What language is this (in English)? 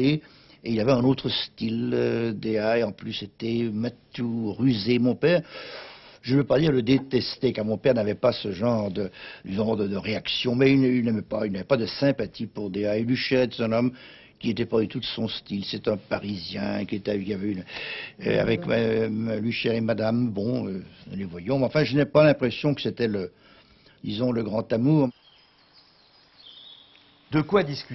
French